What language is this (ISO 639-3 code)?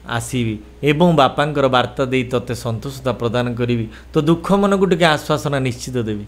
ori